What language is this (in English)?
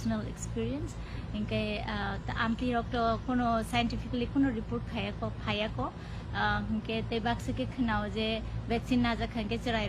Kok Borok